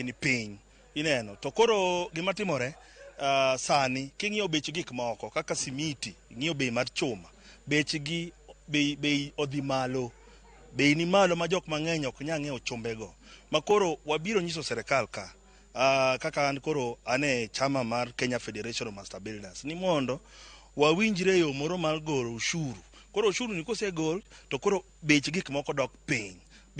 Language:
Luo (Kenya and Tanzania)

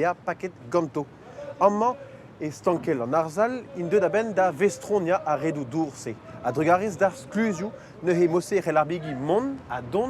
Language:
Breton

